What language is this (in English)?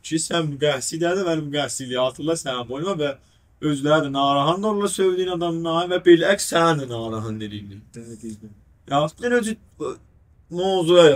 South Azerbaijani